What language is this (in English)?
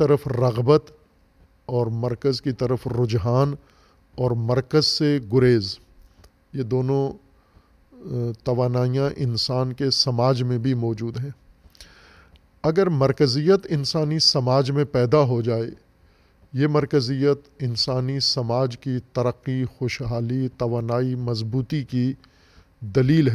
Urdu